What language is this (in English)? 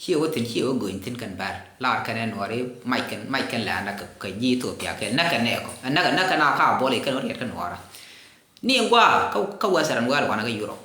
Nuer